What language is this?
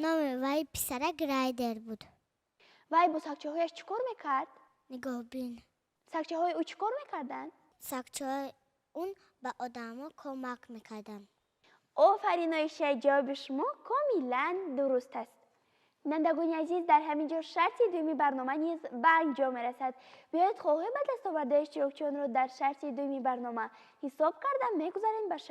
Tajik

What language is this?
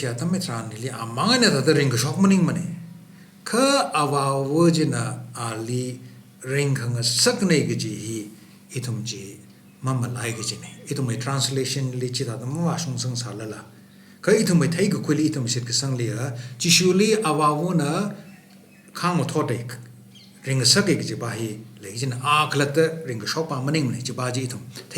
Tangkhul Naga (India)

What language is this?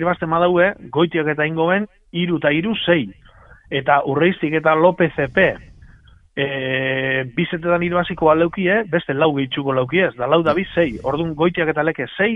Basque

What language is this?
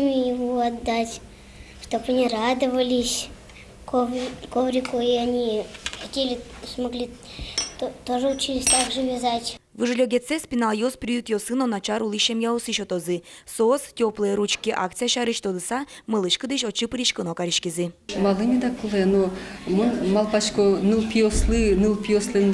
Udmurt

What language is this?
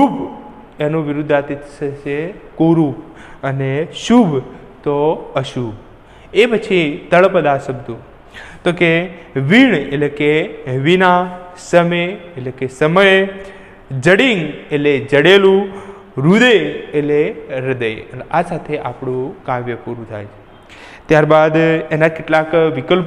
Gujarati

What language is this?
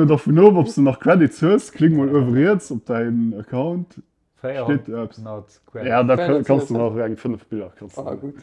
Luxembourgish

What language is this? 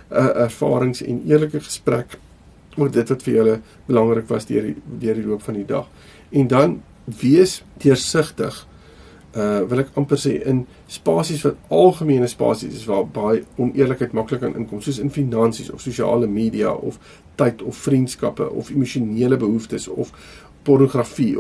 Afrikaans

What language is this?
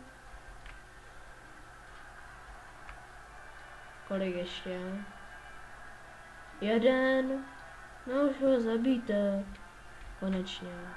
Czech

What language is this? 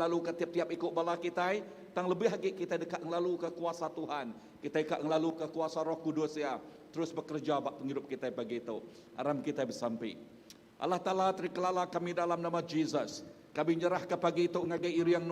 Iban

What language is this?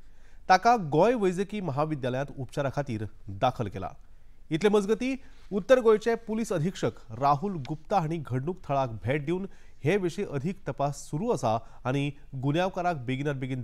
Konkani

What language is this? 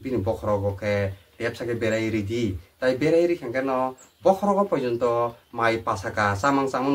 Kok Borok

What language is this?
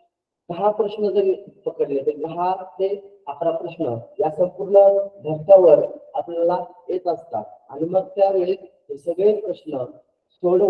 Marathi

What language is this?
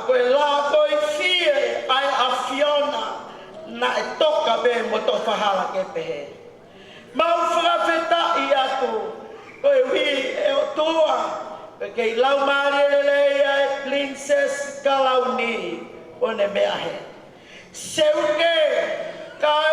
Tongan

